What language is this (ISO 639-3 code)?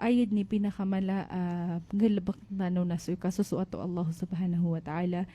mrw